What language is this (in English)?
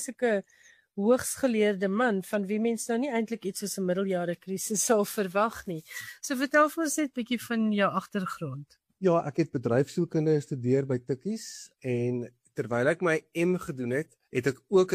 Afrikaans